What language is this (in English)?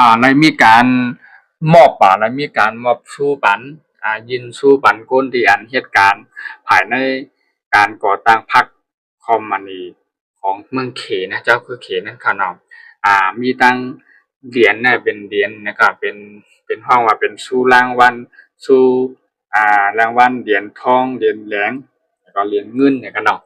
Shan